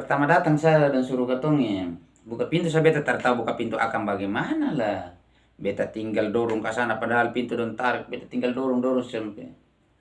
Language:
Ambonese Malay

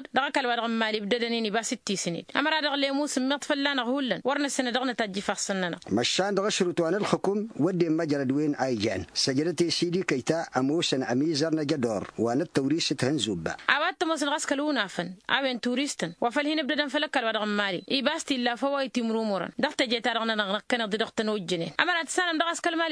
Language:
Tamasheq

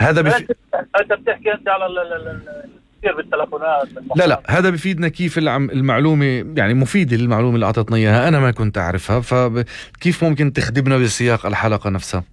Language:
North Levantine Arabic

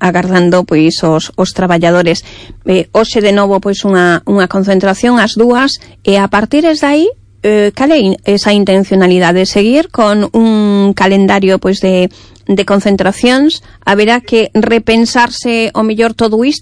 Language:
Galician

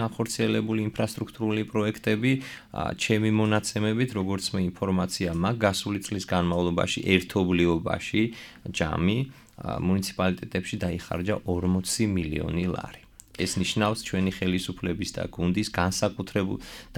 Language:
Georgian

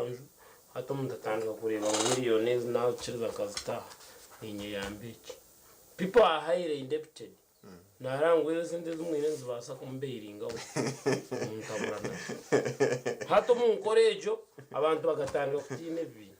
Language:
Nyankole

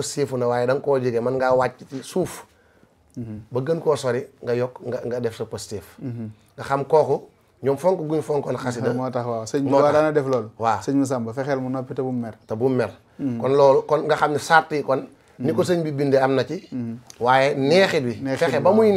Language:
Wolof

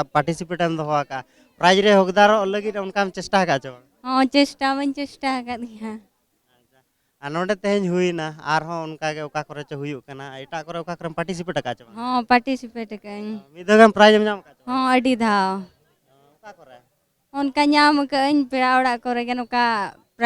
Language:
Santali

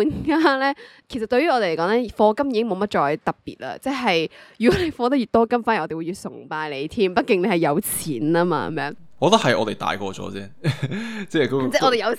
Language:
Cantonese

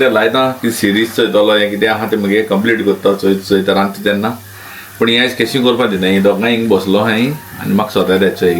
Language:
Konkani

